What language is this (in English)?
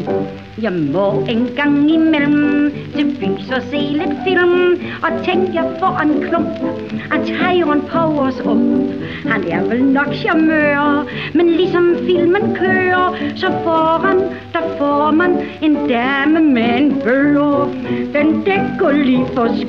Danish